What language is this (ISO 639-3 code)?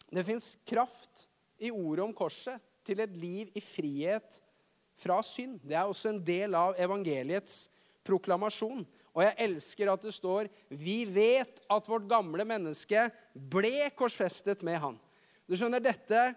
nor